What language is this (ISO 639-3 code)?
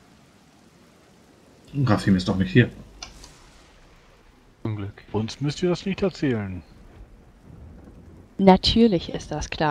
deu